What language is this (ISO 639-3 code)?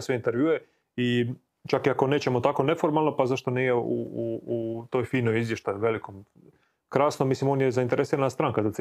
hrv